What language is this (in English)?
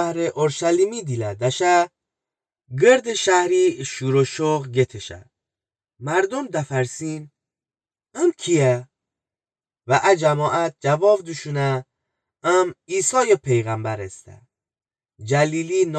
Gilaki